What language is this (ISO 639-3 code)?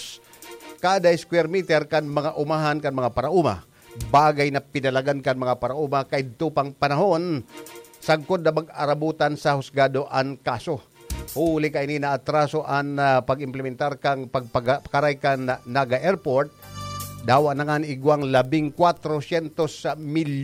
bik